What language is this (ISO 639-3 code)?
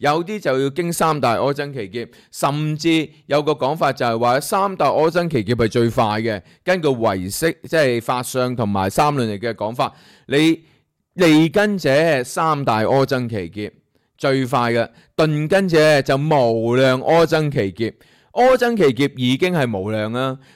yue